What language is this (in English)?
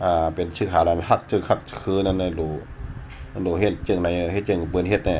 Shan